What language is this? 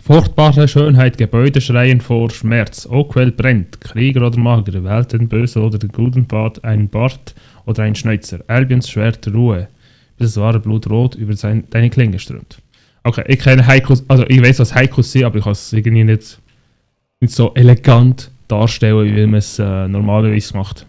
Swiss German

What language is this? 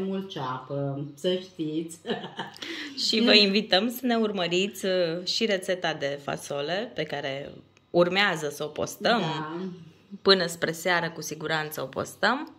Romanian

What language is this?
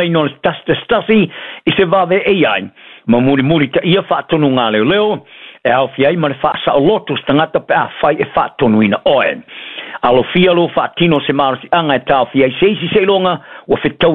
Samoan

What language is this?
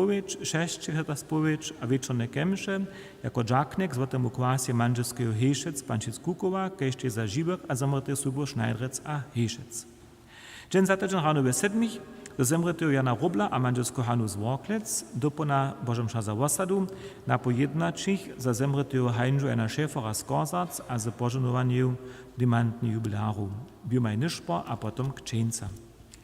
Upper Sorbian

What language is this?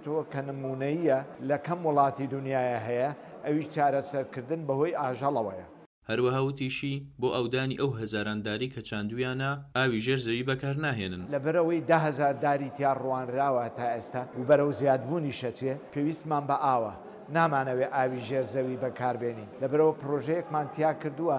Central Kurdish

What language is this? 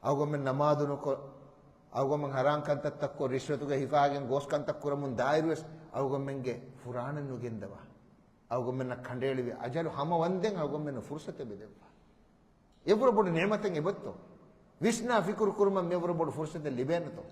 Divehi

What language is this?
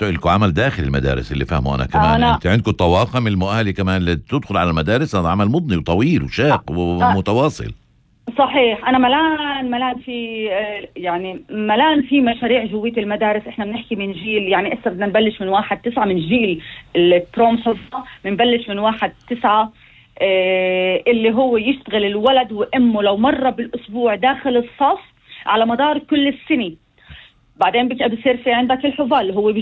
North Levantine Arabic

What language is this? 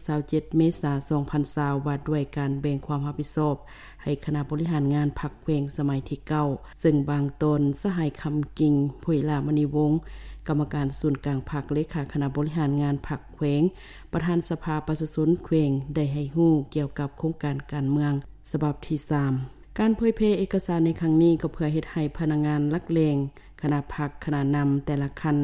Lao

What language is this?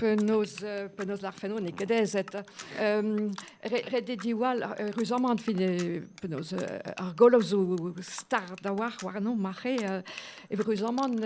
Breton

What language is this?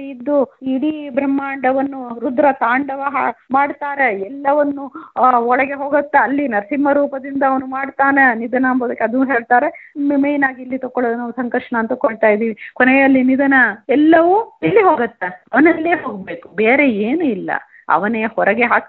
Kannada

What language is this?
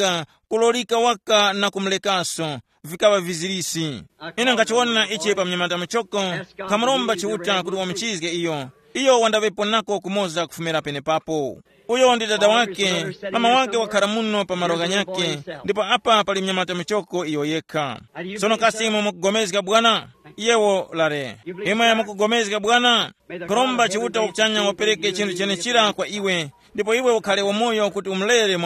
Tumbuka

